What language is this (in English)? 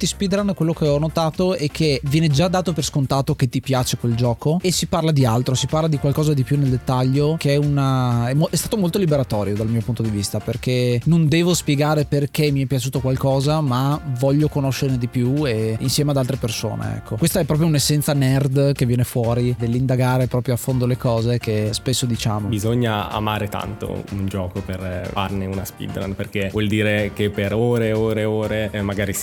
Italian